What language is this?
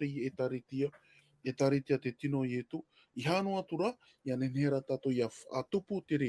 Tahitian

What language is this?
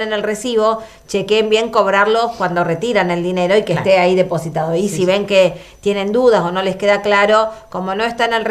Spanish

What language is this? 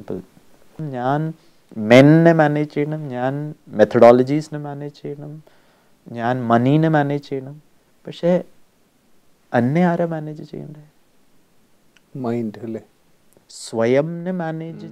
Malayalam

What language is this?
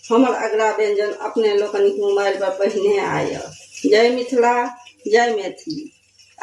Maithili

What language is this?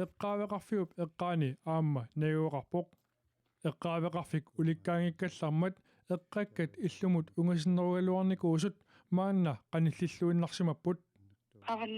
Kalaallisut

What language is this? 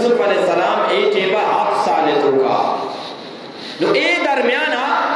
Eastern Balochi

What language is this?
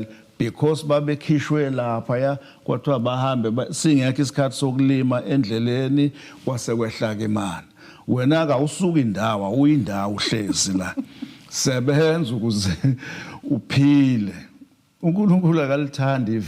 Zulu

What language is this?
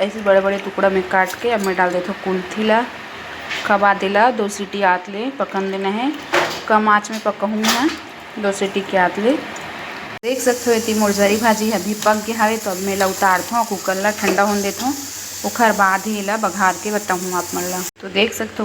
Chhattisgarhi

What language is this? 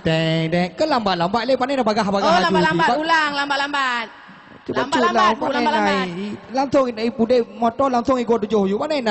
Achinese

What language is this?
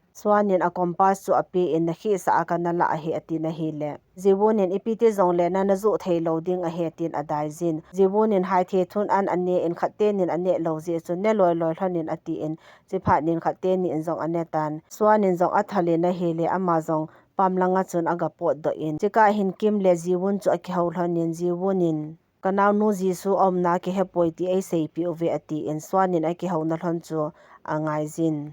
Thado Chin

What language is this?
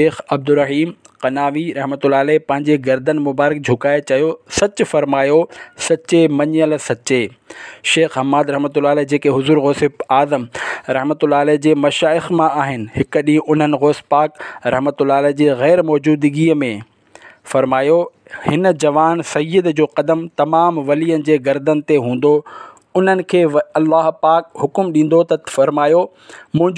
Sindhi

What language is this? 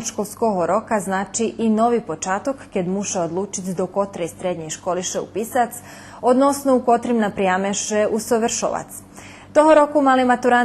Rusyn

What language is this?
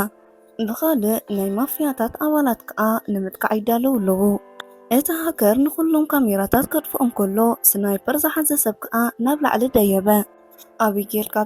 Tigrinya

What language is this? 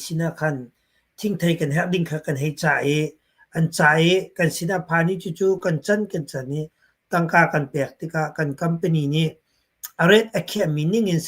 Hakha Chin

